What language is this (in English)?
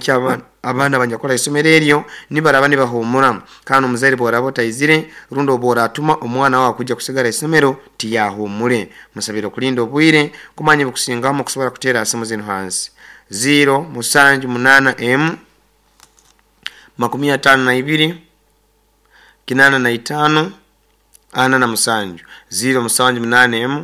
Nyoro